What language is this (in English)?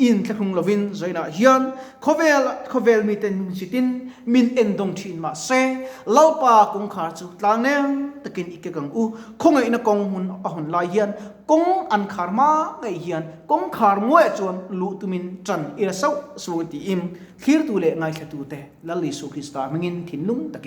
Mizo